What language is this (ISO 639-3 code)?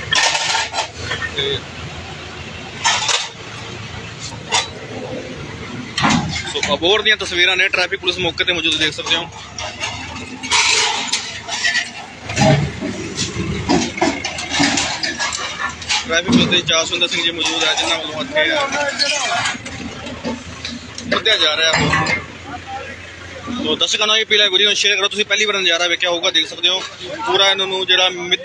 pan